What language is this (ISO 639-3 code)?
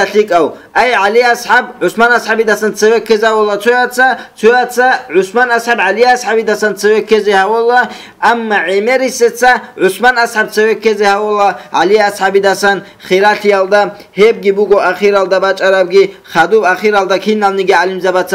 ava